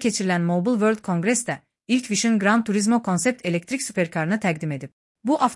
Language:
Azerbaijani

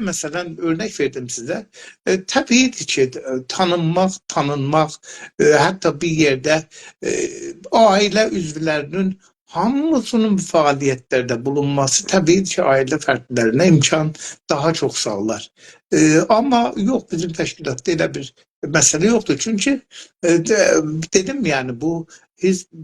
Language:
South Azerbaijani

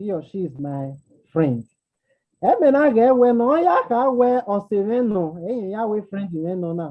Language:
Bini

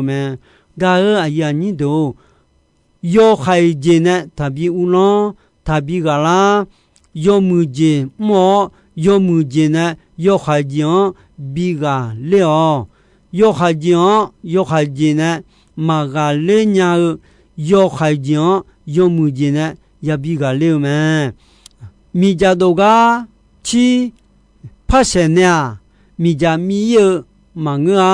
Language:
Akha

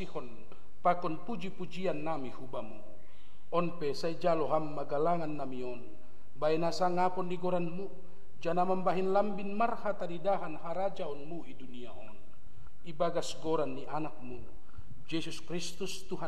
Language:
Batak Simalungun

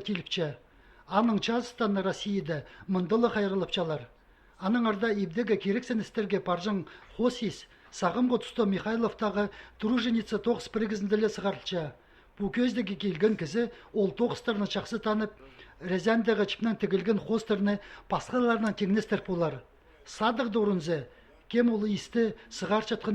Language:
Khakas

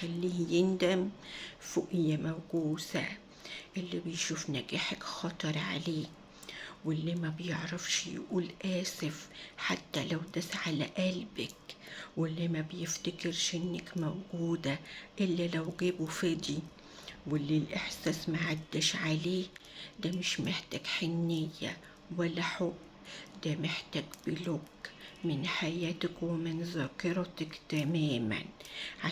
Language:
Egyptian Arabic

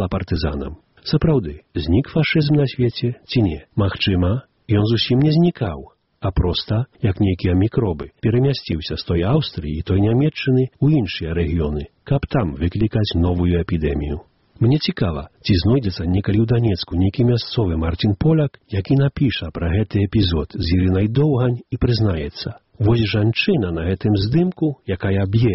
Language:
Belarusian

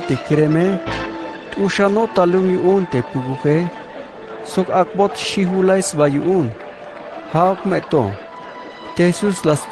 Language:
Tzeltal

